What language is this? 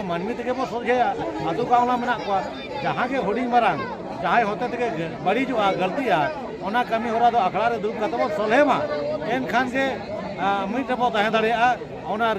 Santali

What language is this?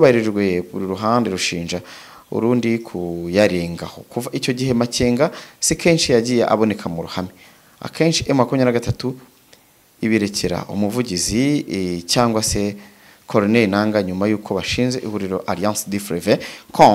Kinyarwanda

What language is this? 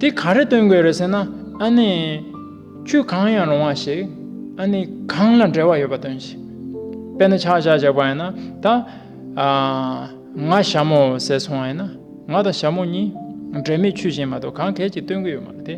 Tibetan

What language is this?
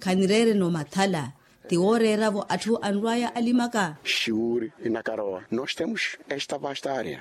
Makhuwa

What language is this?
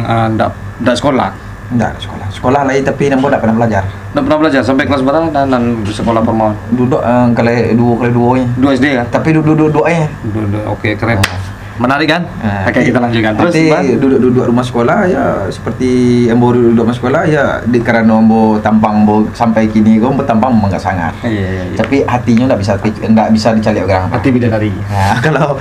Minangkabau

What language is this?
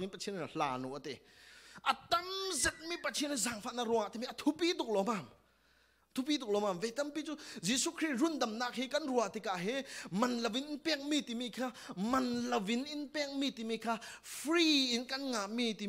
Falam Chin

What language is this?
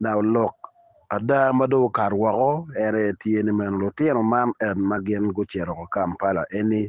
Acoli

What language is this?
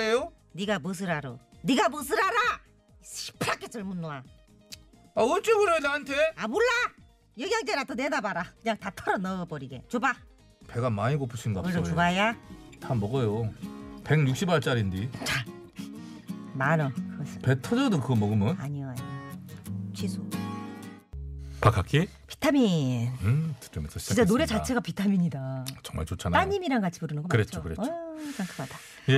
Korean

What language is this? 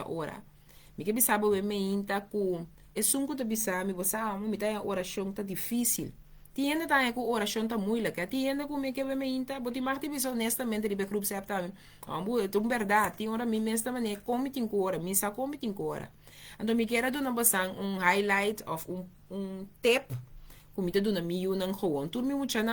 Papiamento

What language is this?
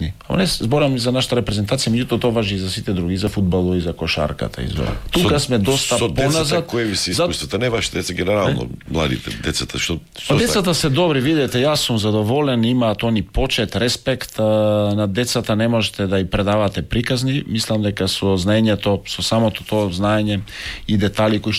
Macedonian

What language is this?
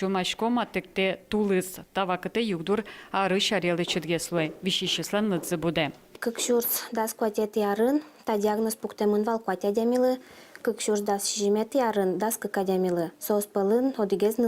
Udmurt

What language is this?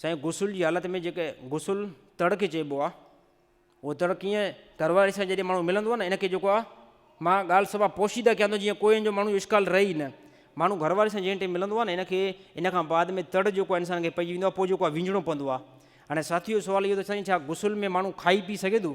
Sindhi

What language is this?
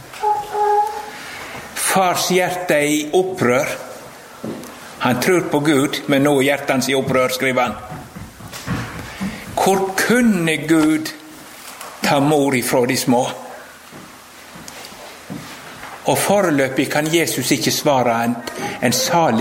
Norwegian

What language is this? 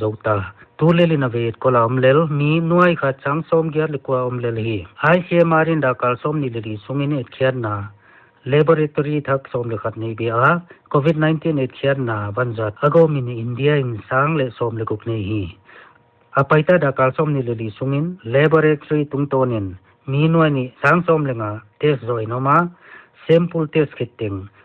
Paite Chin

